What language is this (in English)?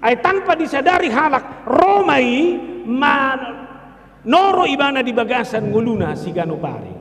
Batak Toba